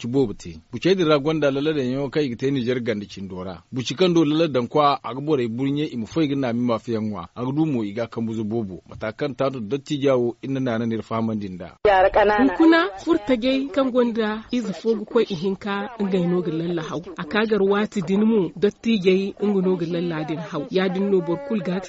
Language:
Zarma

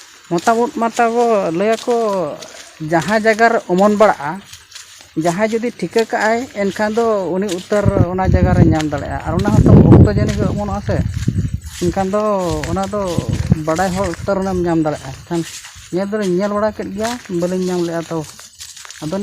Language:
Santali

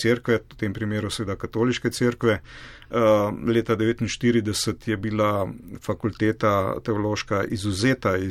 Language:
Slovenian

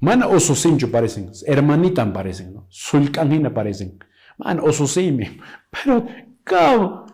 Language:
Quechua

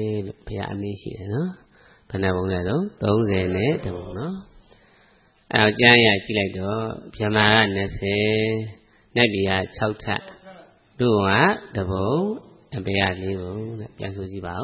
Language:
Burmese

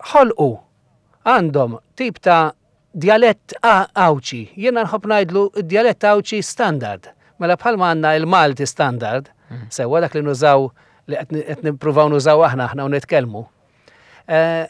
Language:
Maltese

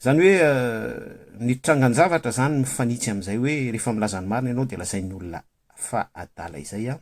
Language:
Malagasy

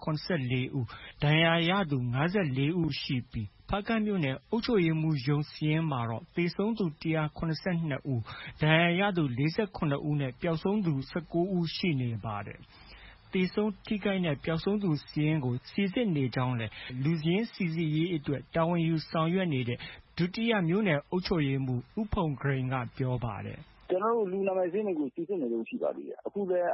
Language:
Burmese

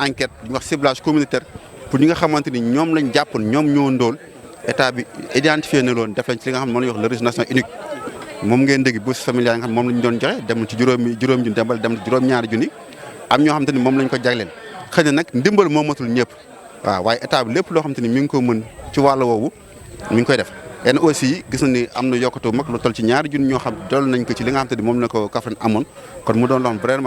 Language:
Wolof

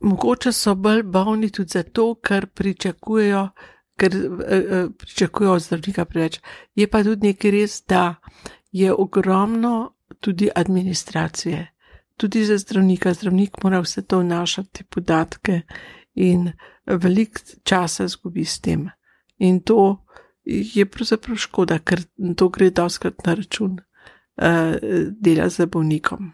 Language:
Slovenian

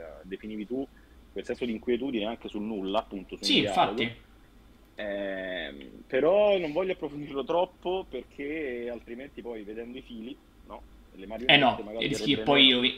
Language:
Italian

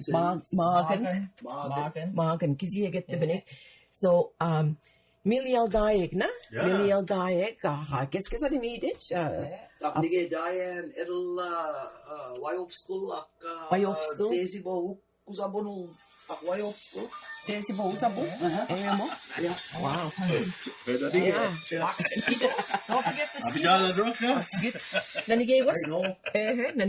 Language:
Mi'kmaw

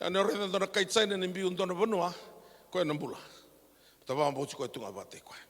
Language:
Fijian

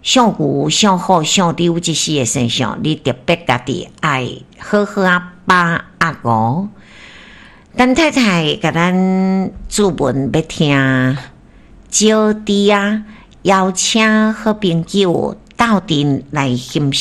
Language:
Min Nan Chinese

